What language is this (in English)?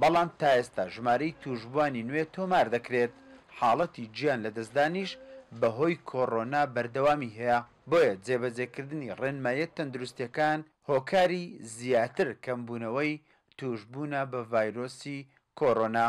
Central Kurdish